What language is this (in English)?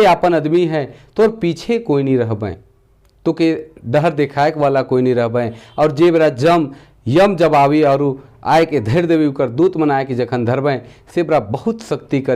Sadri